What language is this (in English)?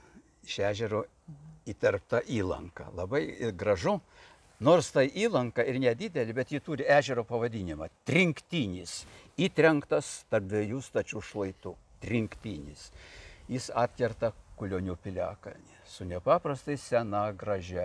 Lithuanian